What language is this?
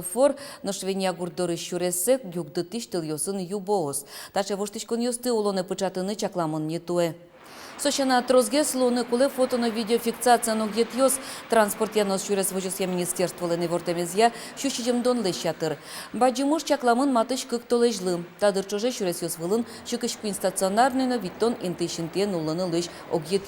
Udmurt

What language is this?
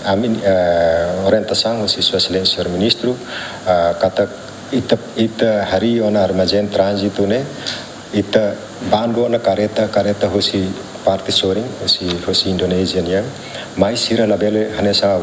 Tetum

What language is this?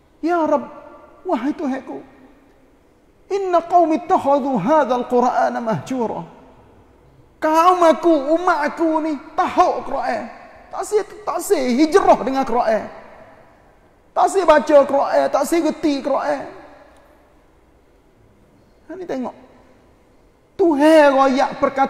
Malay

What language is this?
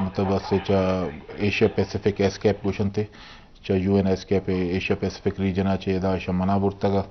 Eastern Balochi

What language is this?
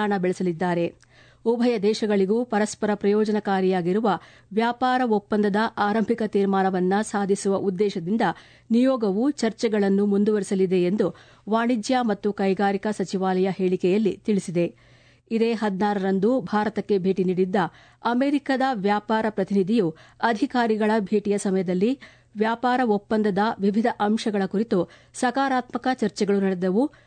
Kannada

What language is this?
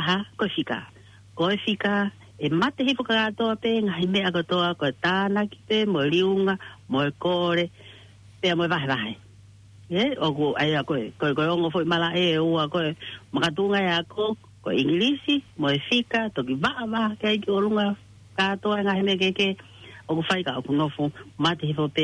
Tongan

